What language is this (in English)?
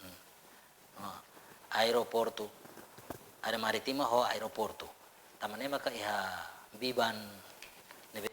Tetum